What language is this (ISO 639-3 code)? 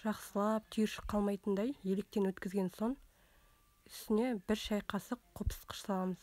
kaz